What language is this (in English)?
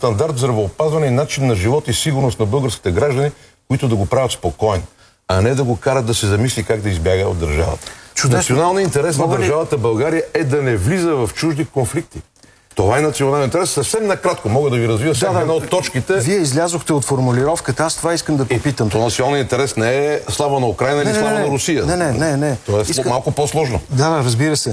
Bulgarian